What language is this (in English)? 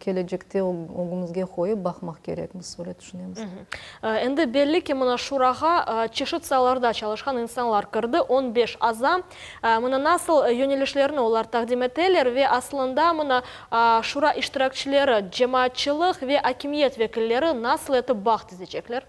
Crimean Tatar